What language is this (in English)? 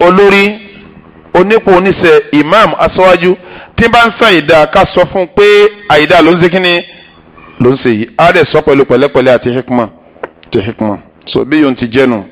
Yoruba